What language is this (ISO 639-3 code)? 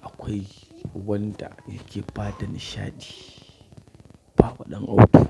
hau